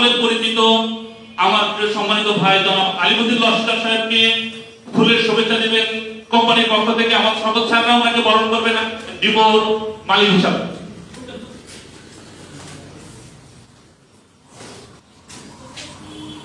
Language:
Bangla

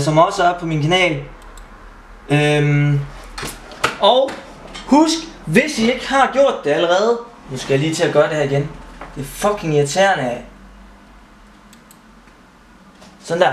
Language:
Danish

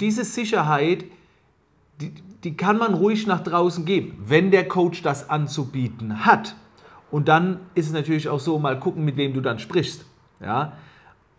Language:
German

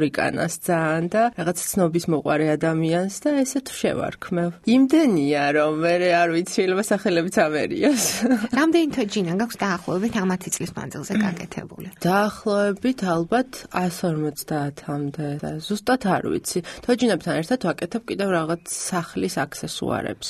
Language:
Georgian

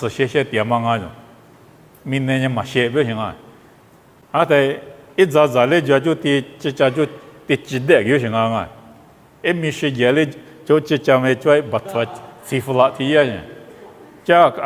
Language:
Lisu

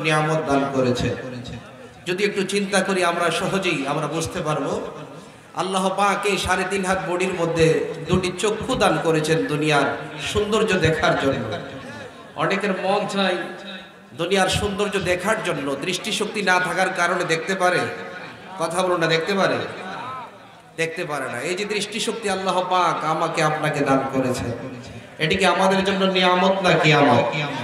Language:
Bangla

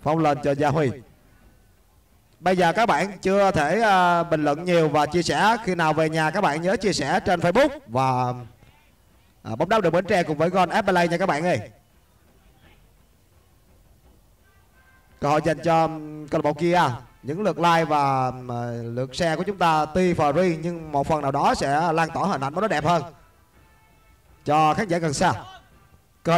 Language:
Vietnamese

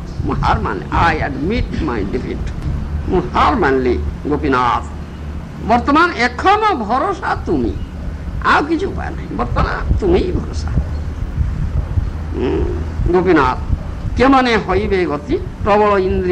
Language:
Odia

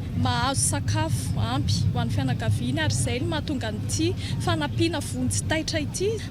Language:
Malagasy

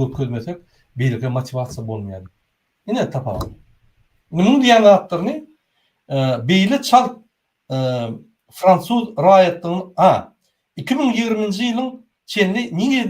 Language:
Turkmen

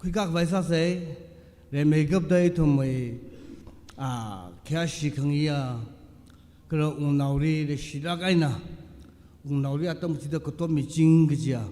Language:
Tangkhul Naga (India)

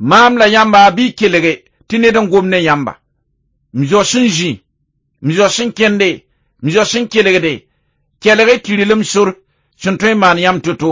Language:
Mossi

